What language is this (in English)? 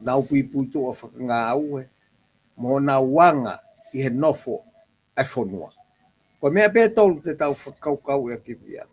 Tongan